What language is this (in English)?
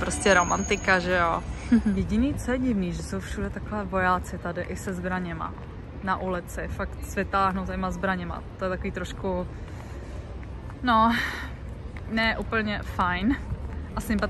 Czech